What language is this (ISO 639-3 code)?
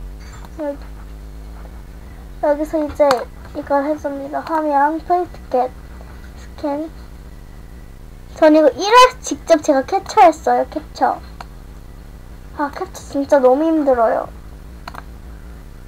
kor